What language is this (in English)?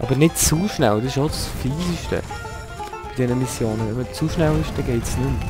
Swiss German